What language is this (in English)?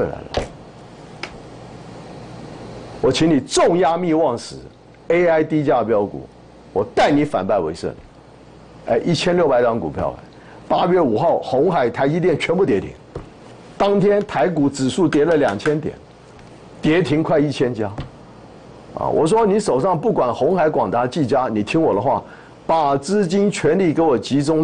Chinese